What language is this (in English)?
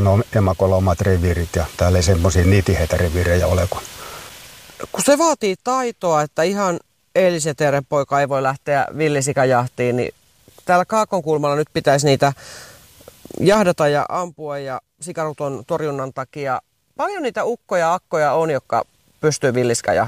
Finnish